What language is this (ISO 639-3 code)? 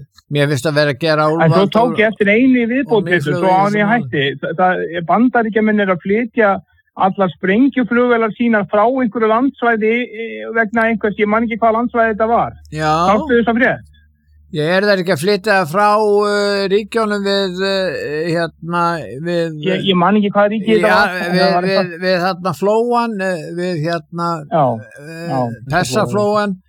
isl